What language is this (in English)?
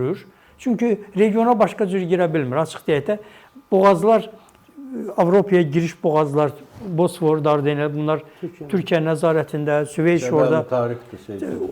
Azerbaijani